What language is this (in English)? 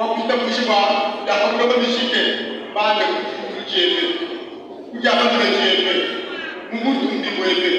Luba-Lulua